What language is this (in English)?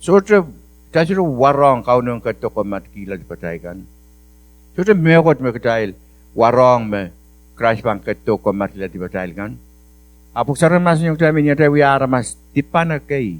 Pohnpeian